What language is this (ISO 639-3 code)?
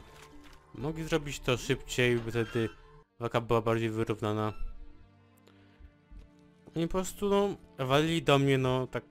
pol